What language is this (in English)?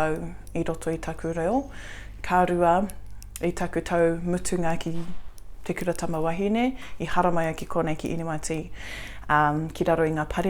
Māori